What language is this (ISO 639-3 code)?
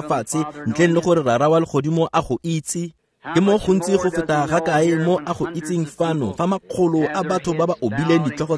tsn